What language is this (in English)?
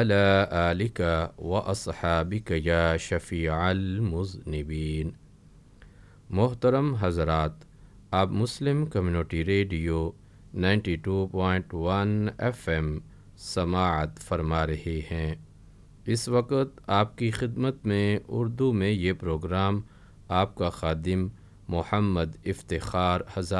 Urdu